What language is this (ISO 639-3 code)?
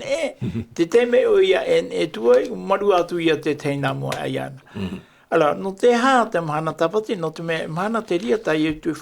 tah